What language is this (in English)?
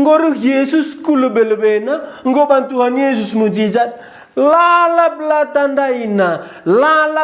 Batak Karo